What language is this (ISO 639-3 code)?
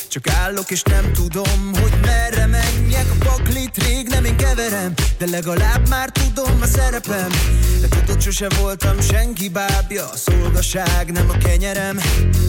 hun